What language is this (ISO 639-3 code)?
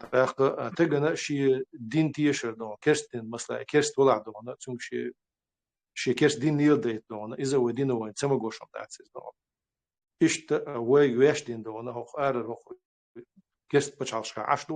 che